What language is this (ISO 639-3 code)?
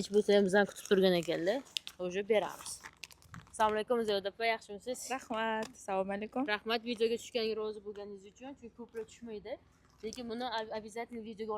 uzb